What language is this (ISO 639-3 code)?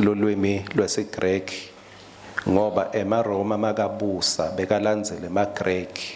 ssw